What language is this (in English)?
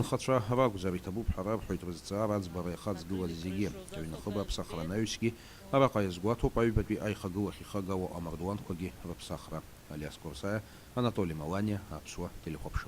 Abkhazian